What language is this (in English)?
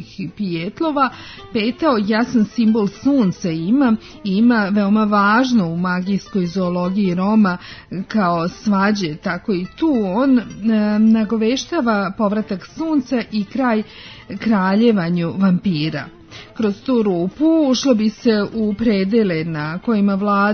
Serbian